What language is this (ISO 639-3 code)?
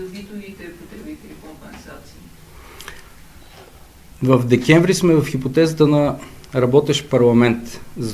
bul